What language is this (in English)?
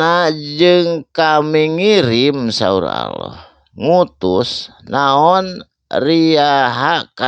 Sundanese